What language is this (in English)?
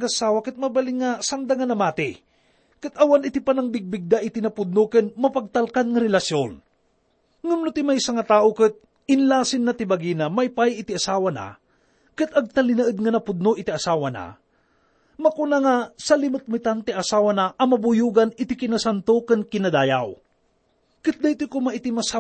Iloko